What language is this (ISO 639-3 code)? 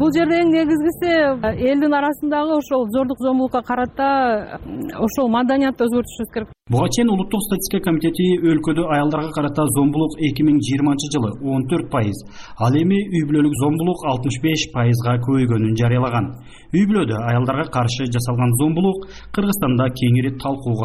kir